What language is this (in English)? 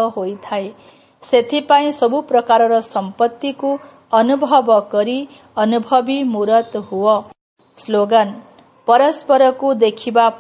Odia